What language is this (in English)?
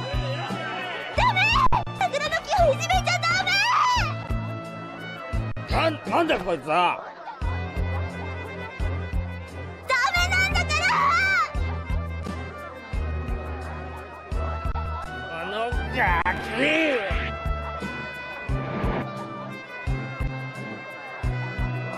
Japanese